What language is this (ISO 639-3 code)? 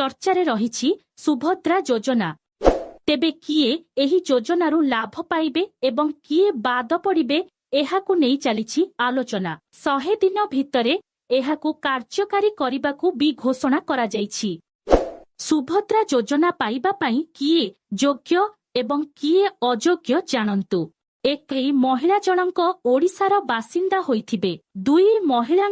ori